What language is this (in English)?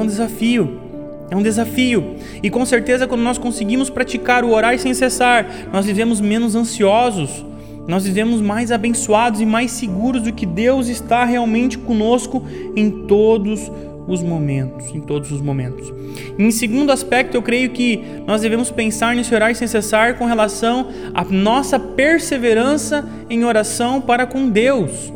Portuguese